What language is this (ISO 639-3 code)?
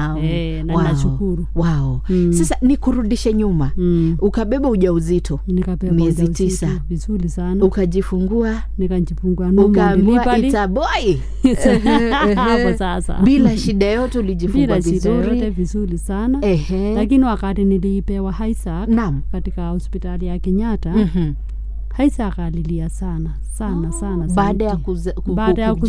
swa